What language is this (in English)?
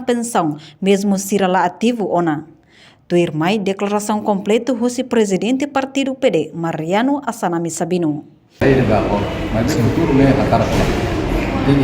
Tetum